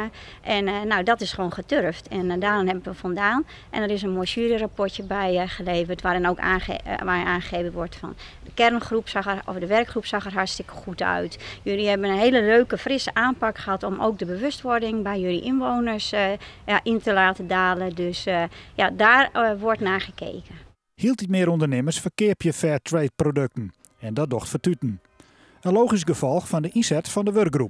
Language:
Western Frisian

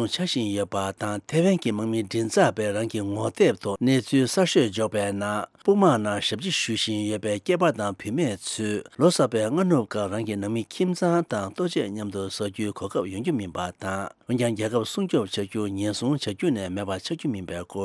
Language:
Tibetan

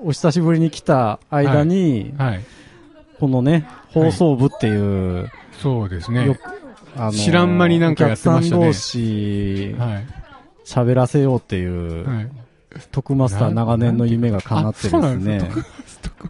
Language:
Japanese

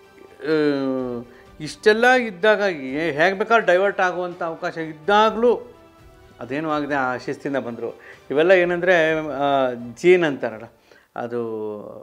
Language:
Kannada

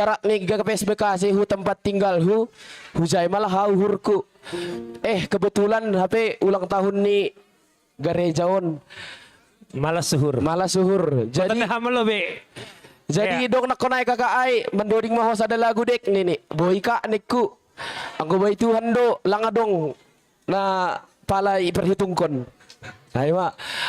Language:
Batak Simalungun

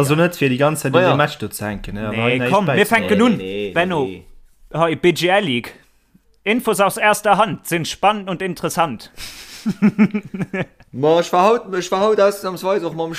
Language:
Luxembourgish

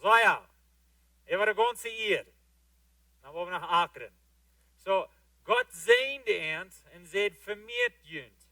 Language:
Plautdietsch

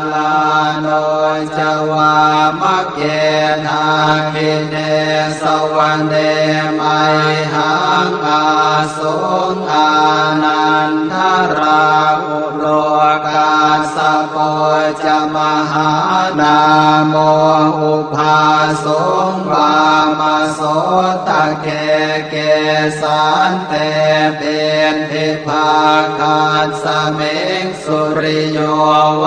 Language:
Pali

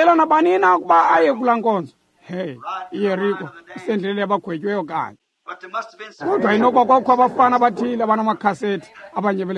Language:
Xhosa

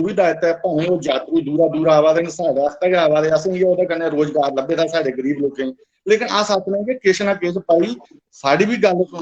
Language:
Dogri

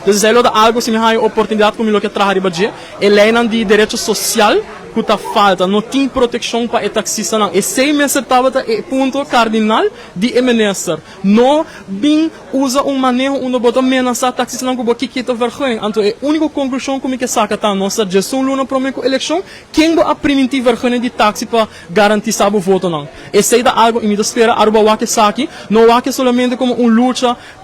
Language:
Papiamento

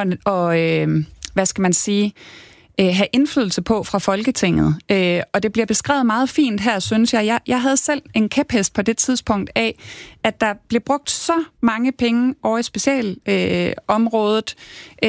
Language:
Danish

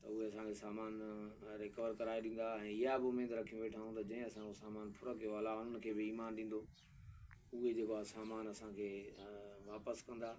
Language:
Sindhi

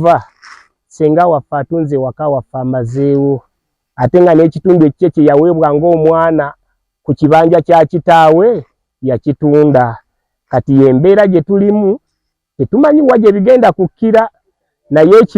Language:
Ganda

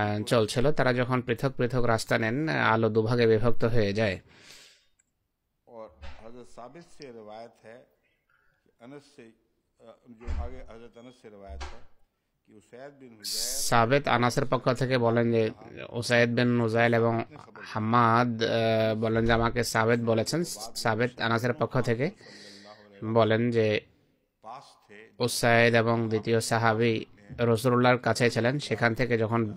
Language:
Bangla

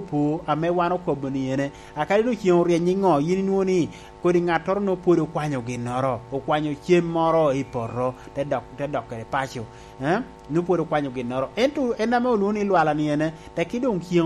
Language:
Lango (Uganda)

